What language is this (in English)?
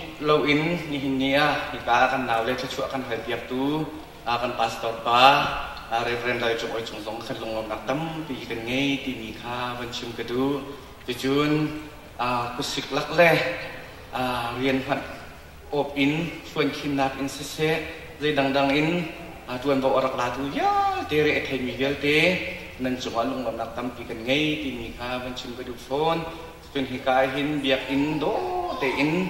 Hakha Chin